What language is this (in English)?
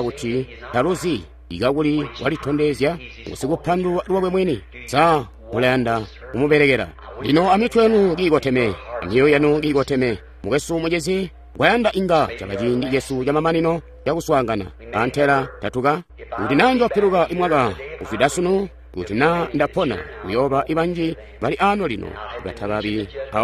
Tonga (Zambia)